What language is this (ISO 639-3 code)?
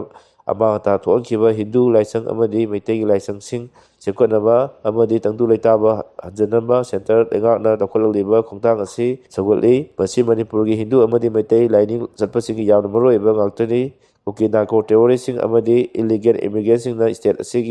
mni